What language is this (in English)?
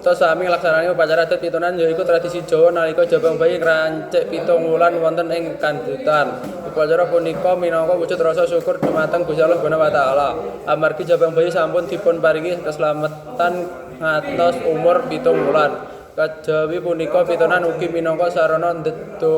Javanese